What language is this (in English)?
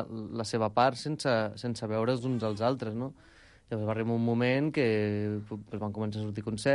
Catalan